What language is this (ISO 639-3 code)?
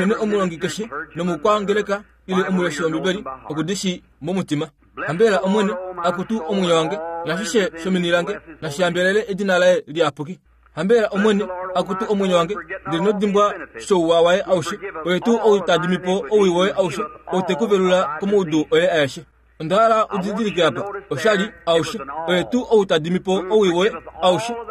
kua